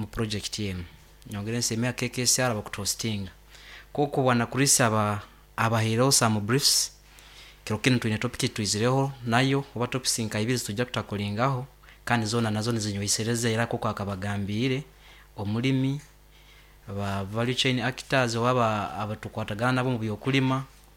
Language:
Nyoro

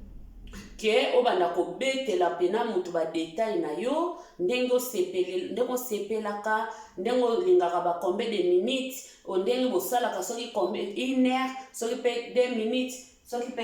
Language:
Lingala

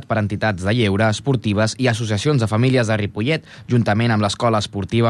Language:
Catalan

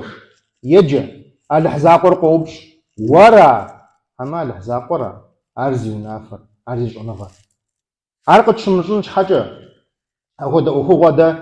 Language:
Kabardian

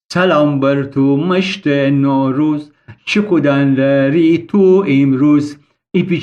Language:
Gilaki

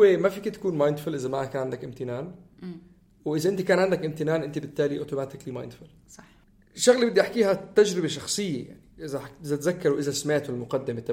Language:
North Levantine Arabic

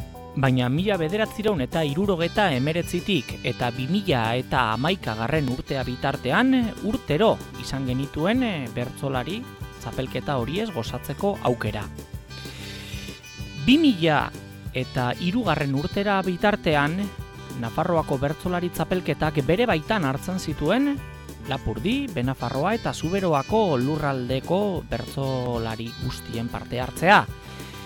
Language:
Basque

